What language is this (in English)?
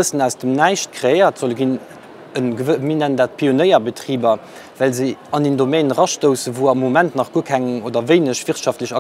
Luxembourgish